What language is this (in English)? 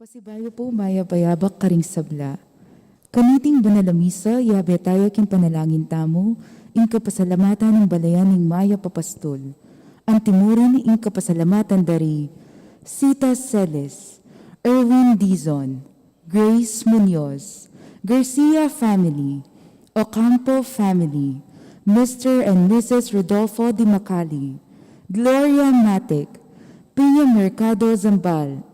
Pampanga